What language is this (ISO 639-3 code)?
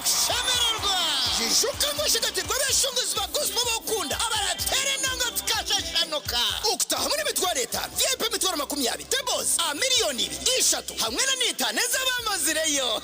nyn